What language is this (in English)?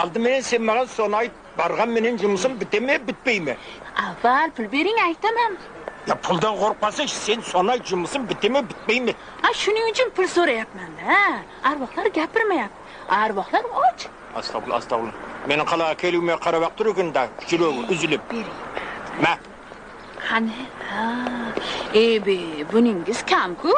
Kara-Kalpak